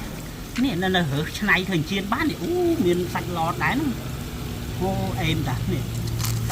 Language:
Khmer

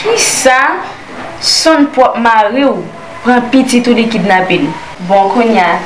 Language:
Haitian Creole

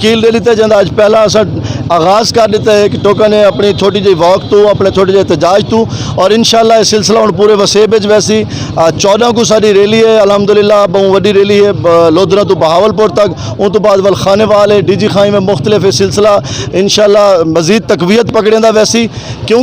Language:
Saraiki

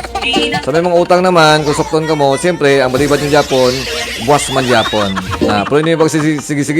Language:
Hiligaynon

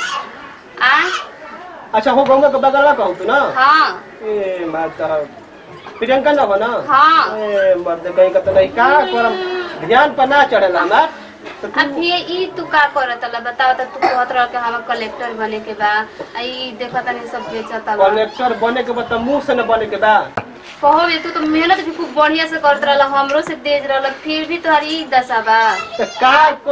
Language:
Bhojpuri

